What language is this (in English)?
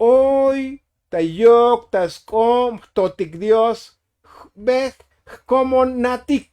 Tzotzil